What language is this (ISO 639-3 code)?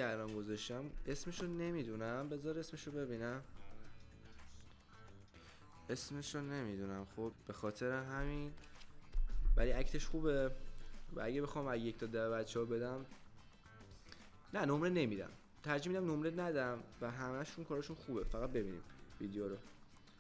fas